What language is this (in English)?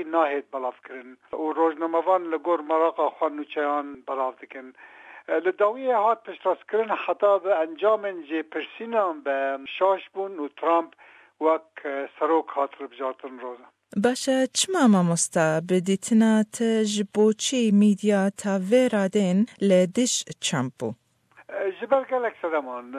Kurdish